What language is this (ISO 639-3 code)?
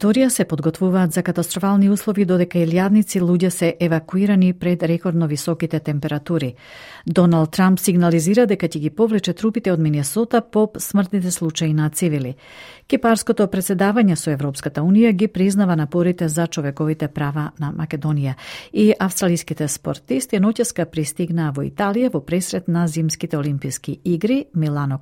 mkd